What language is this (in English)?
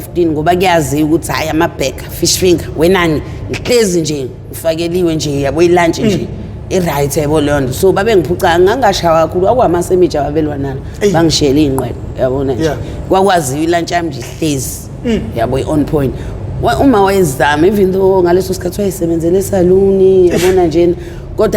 Zulu